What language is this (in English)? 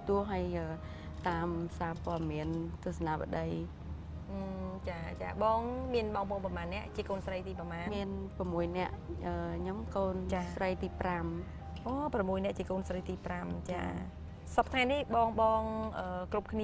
Khmer